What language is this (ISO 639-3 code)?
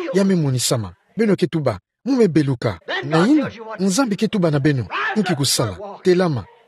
ktu